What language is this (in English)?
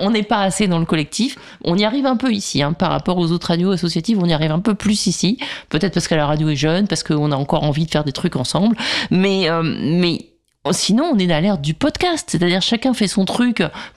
French